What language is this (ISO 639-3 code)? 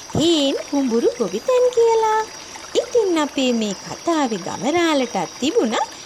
sin